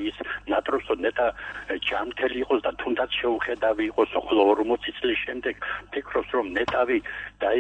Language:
Georgian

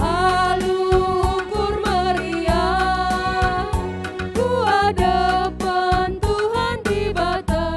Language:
Batak Karo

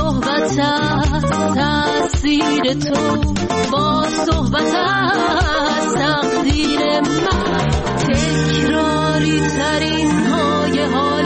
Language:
Persian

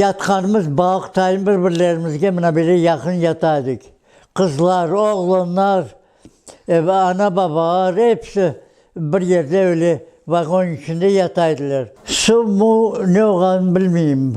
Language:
Crimean Tatar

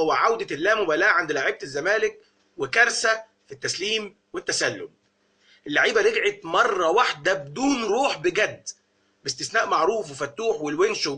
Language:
Egyptian Arabic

